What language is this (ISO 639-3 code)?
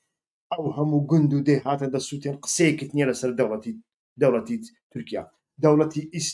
ckb